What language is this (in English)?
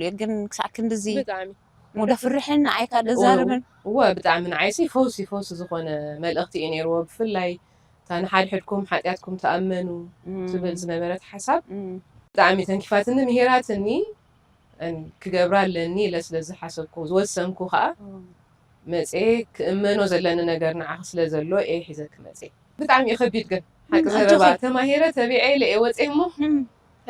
Tigrinya